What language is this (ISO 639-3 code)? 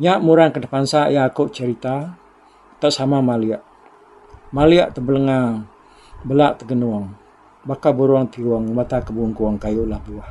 iba